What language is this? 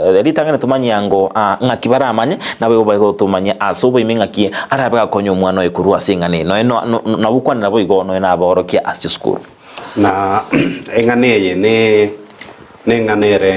Gusii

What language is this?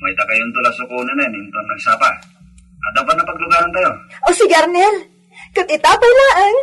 Iloko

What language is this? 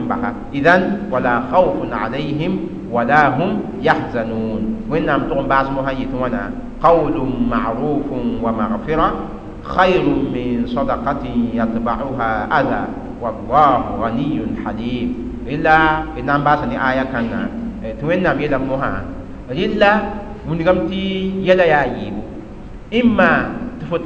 Mossi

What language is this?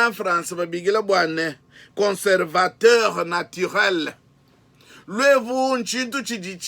Luba-Lulua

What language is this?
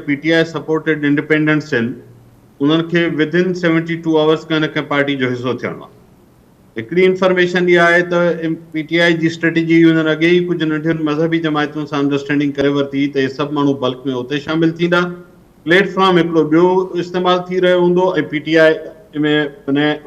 Sindhi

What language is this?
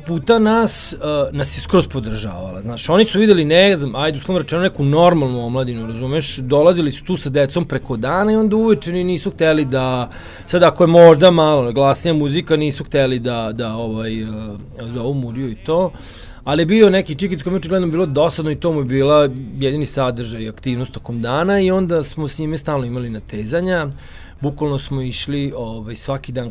Serbian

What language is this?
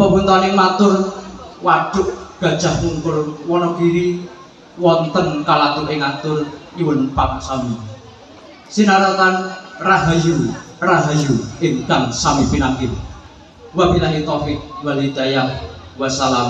Javanese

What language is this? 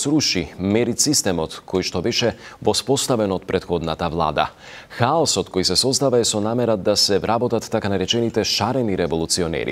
Macedonian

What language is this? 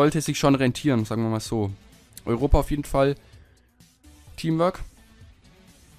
German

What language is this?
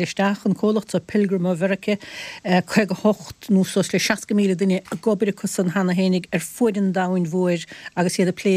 Irish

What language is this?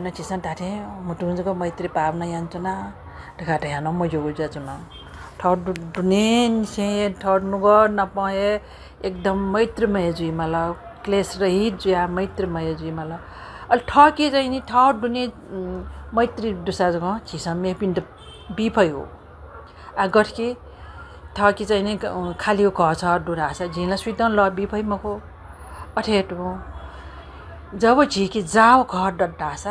Newari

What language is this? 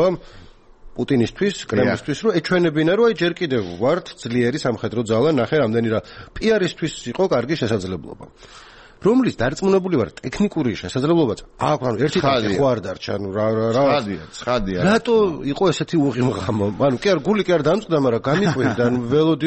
Georgian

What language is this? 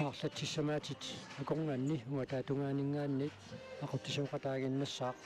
Kalaallisut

